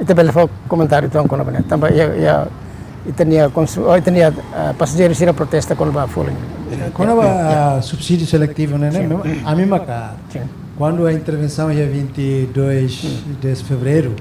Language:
Tetum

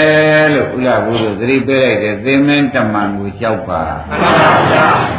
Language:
Burmese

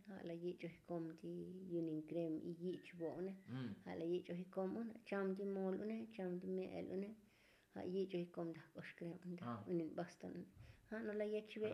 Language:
Tzotzil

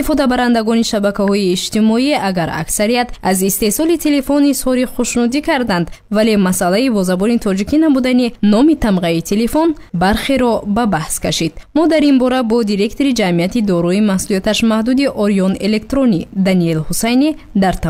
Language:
Tajik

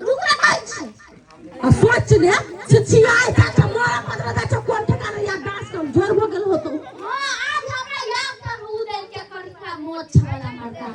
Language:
Maithili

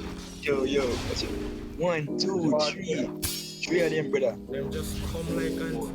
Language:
Jamaican Creole English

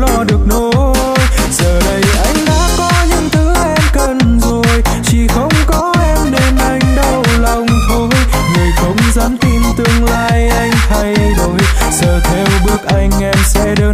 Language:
Vietnamese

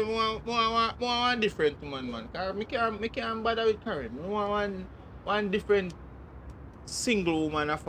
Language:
Jamaican Creole English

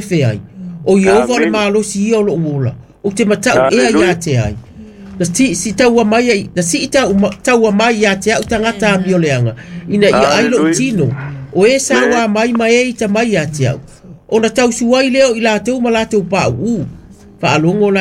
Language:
Samoan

